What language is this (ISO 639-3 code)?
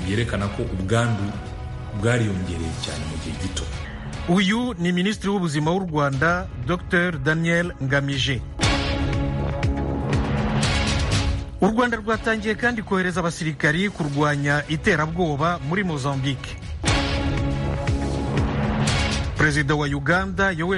kin